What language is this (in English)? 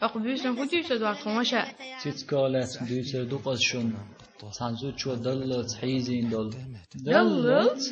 Chechen